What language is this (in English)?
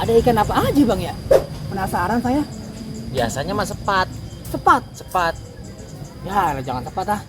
Betawi